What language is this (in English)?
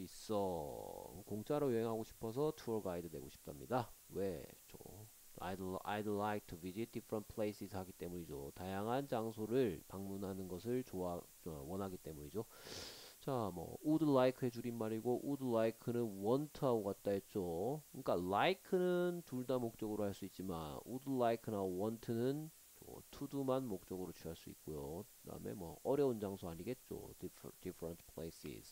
Korean